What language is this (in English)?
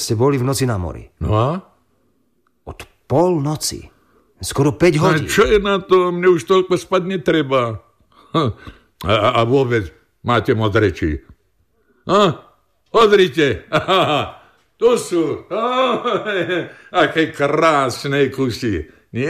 Slovak